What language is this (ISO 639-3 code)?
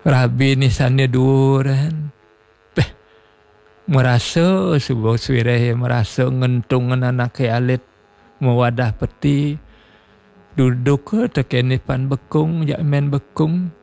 ban